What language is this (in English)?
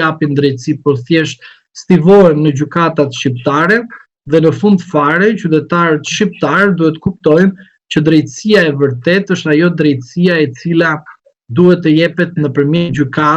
Albanian